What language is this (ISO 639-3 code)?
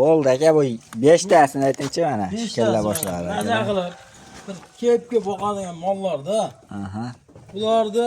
uzb